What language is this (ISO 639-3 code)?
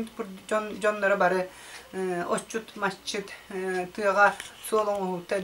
sah